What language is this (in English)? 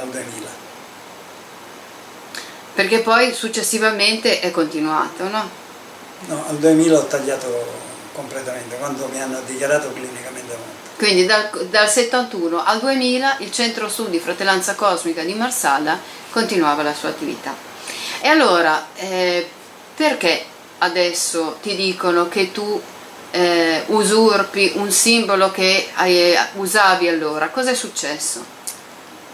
Italian